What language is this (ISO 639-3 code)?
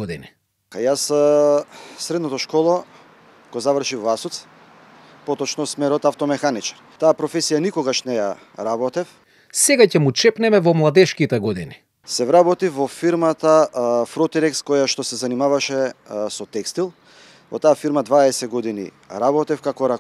mkd